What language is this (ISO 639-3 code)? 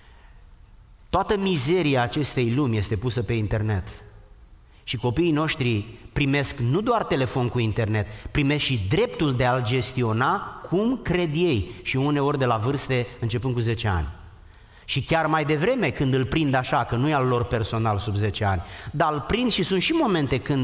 ron